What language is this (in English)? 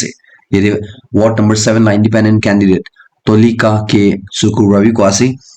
Naga Pidgin